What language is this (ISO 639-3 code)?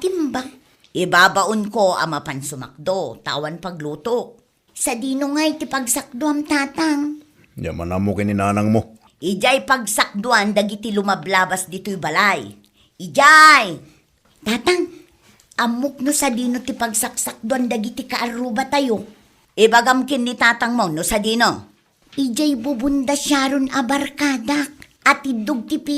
ilo